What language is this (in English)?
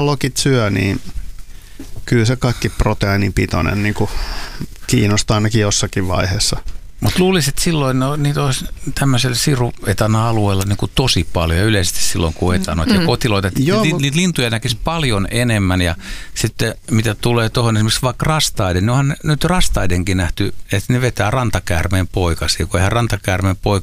Finnish